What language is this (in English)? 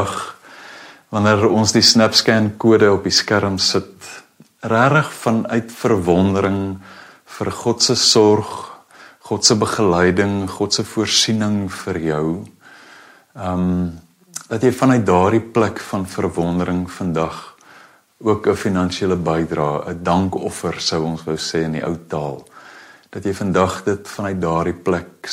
Afrikaans